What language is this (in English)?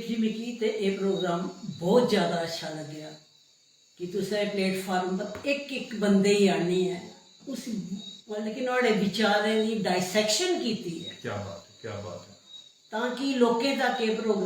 Dogri